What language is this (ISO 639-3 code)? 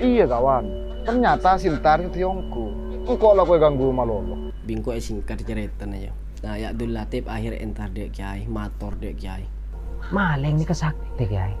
mad